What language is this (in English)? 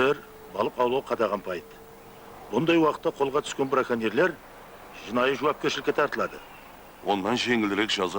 Kara-Kalpak